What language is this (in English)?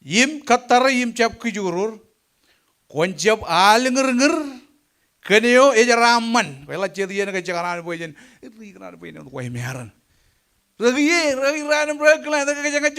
Marshallese